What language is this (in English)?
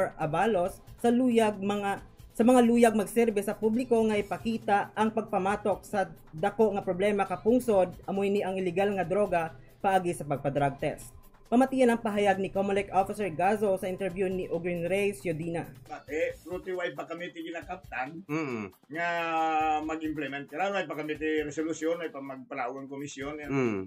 Hiligaynon